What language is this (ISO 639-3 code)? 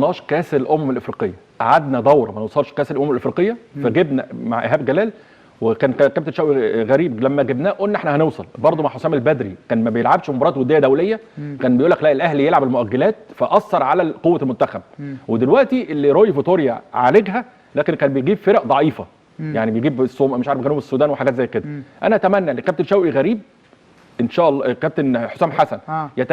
arz